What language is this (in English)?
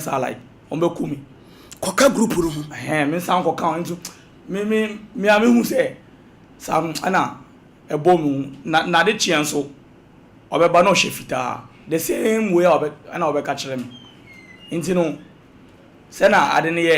Akan